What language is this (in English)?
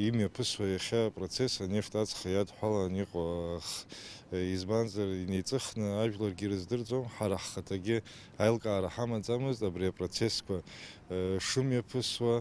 Abkhazian